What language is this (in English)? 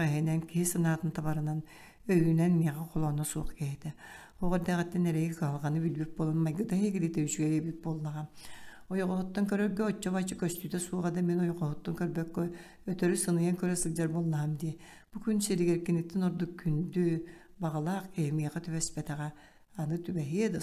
Yakut